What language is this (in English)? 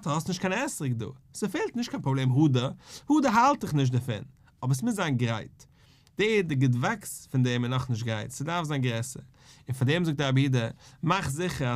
Yiddish